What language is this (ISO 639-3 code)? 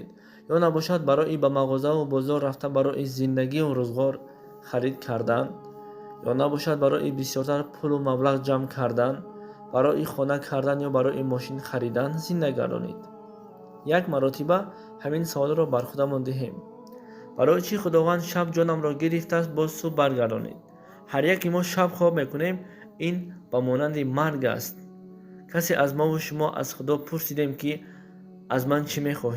tgk